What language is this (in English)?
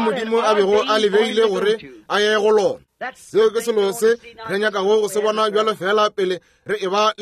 Northern Sotho